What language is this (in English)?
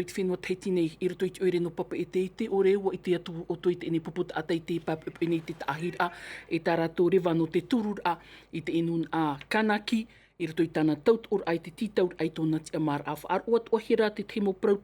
Tahitian